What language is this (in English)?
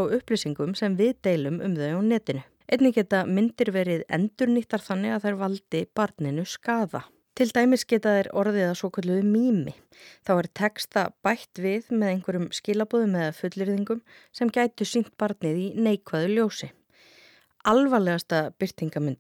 Icelandic